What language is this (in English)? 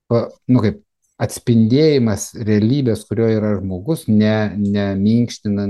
Lithuanian